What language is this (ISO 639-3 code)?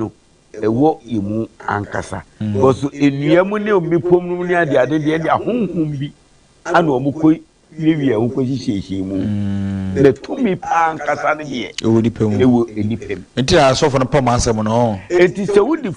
aka